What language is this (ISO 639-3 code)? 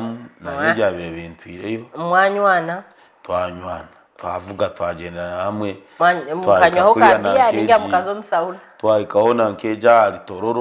nyn